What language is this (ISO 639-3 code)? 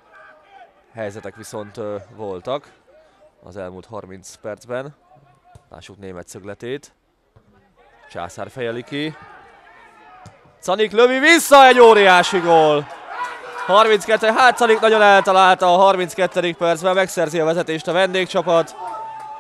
hun